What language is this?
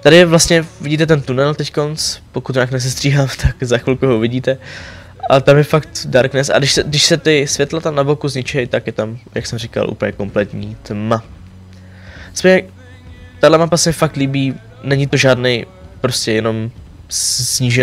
Czech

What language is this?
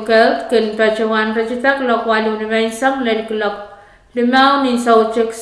Pohnpeian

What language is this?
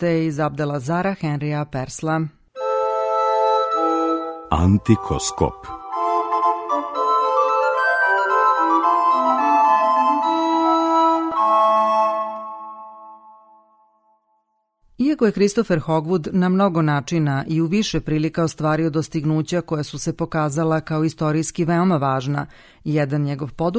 Serbian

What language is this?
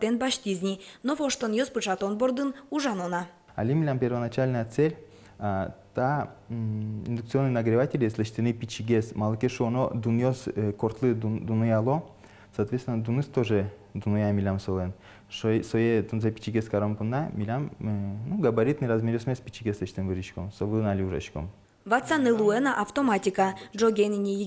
Udmurt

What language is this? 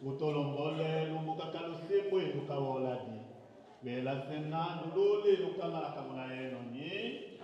Tetela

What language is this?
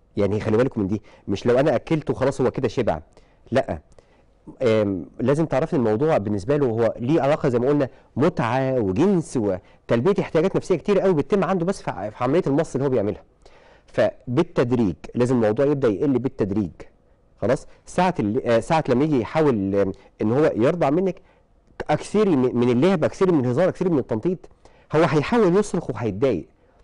Egyptian Arabic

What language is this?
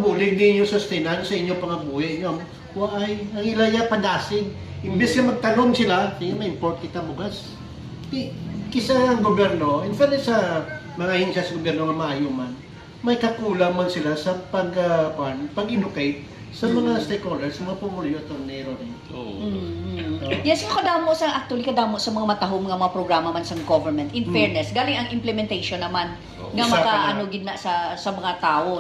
Hiligaynon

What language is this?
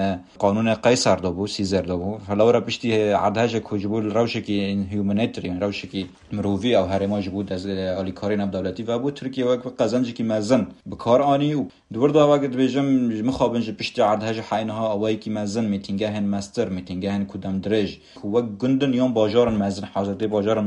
Kurdish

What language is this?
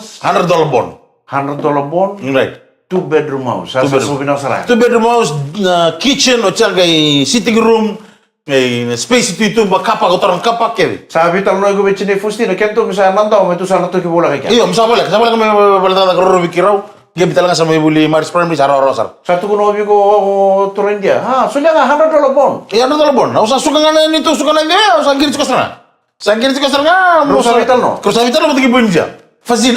Fijian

